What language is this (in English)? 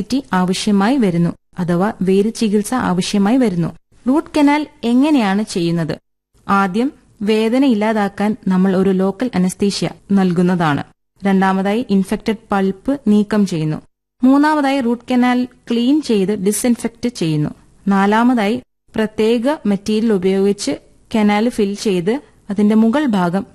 Malayalam